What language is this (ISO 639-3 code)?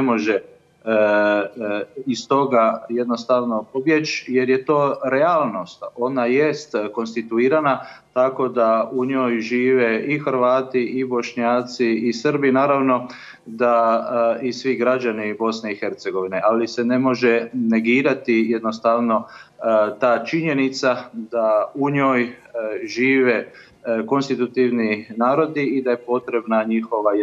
hrv